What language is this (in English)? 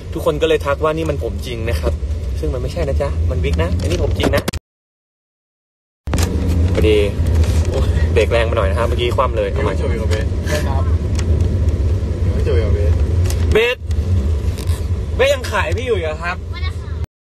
Thai